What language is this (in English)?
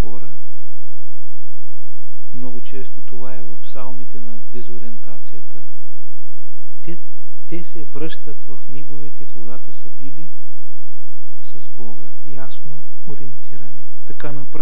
Bulgarian